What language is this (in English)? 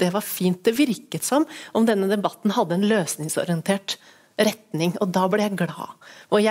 Norwegian